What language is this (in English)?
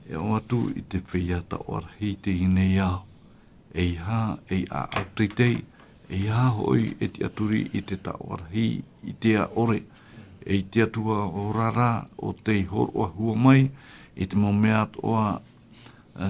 Tahitian